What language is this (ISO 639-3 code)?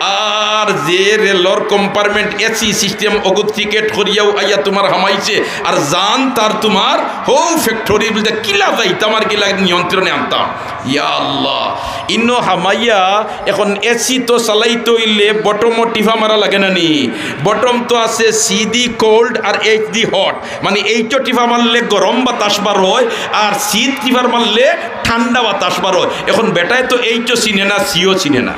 syl